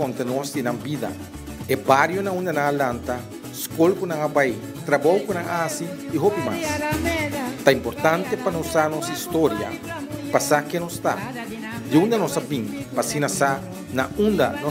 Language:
Papiamento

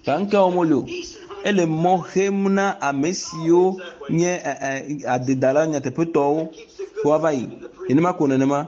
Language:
Ewe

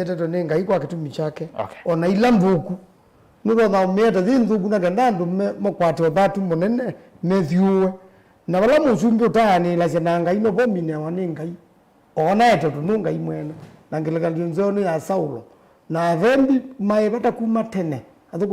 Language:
Kamba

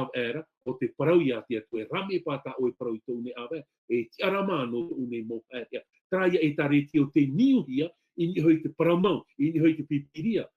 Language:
Tahitian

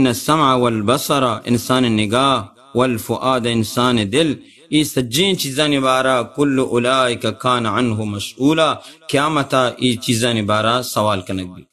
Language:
Baluchi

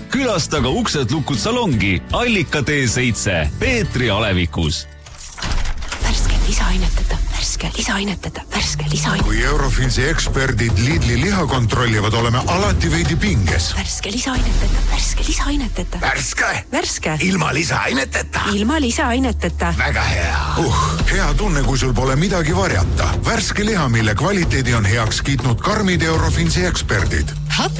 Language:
Estonian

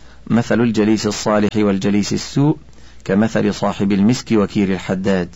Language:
Arabic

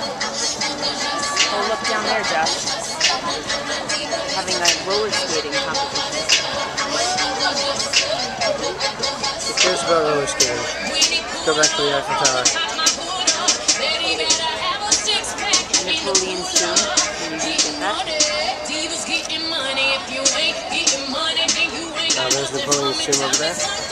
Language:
English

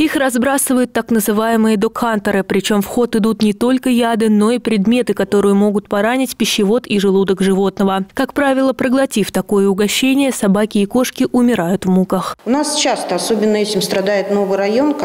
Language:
Russian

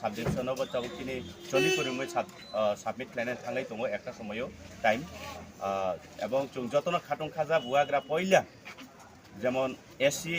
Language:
Riang (India)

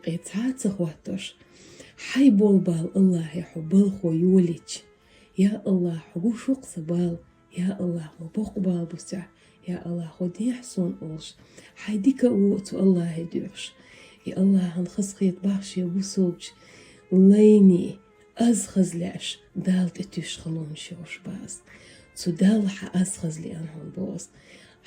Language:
Chechen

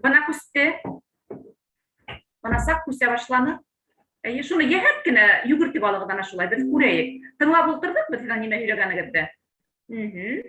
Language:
Bashkir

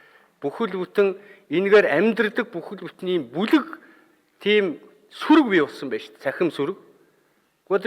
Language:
Mongolian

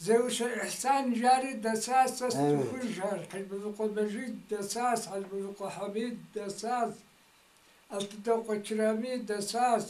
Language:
Kabardian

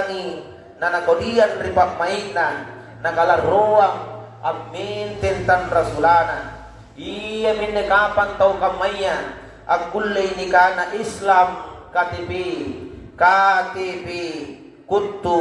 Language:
Makasar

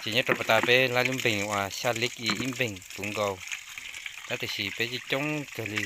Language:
Hmong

